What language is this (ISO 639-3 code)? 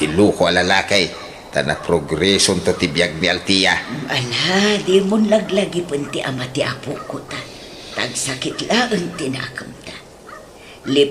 ilo